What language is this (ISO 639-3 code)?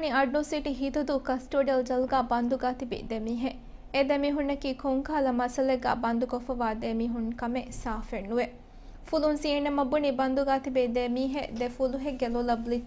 div